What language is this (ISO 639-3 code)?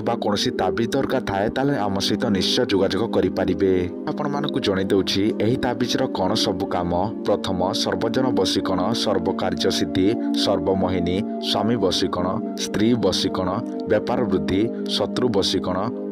ori